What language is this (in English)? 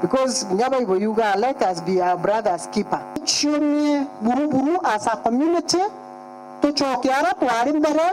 Meru